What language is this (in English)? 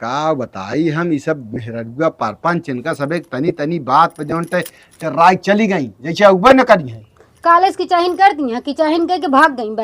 Awadhi